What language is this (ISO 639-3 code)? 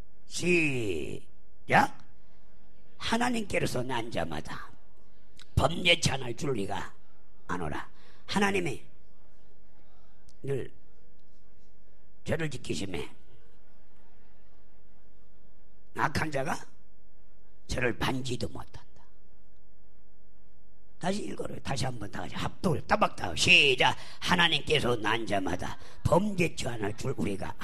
kor